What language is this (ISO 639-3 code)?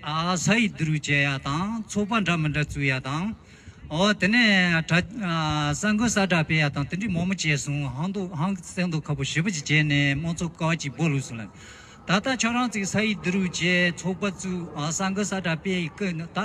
bod